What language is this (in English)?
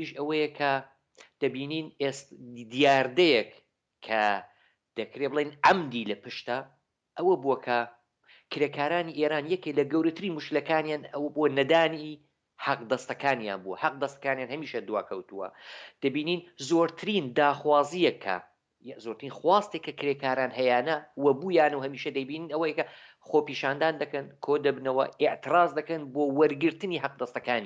Central Kurdish